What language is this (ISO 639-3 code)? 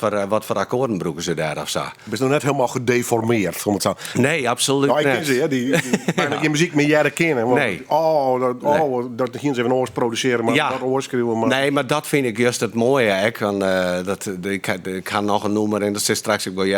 fry